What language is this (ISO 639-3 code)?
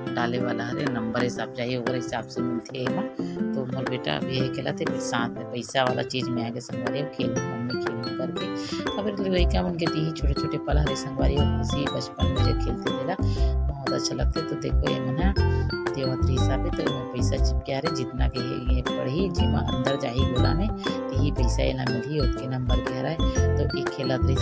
hne